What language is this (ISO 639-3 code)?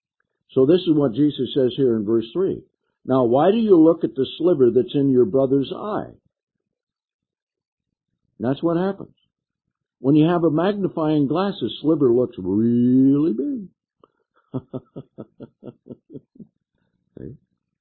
eng